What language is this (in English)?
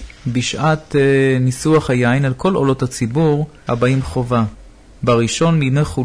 Hebrew